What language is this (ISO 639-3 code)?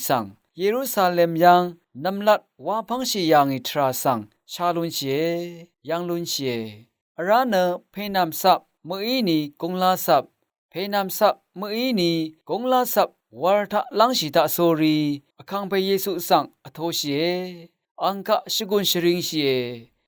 raw